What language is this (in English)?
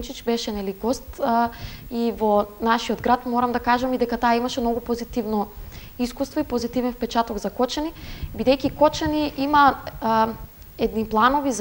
Macedonian